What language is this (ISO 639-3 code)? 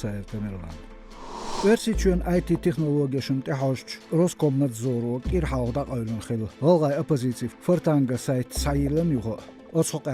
che